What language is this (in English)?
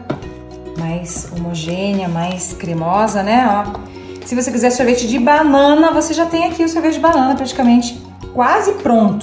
Portuguese